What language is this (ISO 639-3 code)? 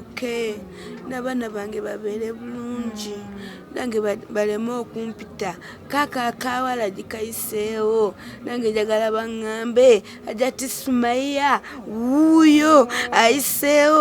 lug